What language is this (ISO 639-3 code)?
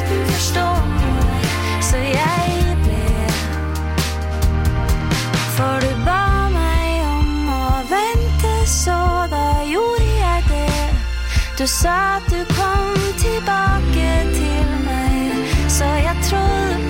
nor